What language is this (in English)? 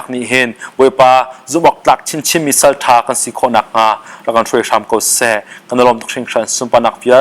Hakha Chin